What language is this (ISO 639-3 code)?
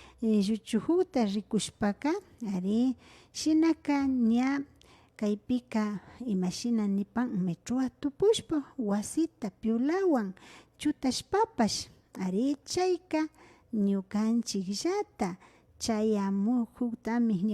qvi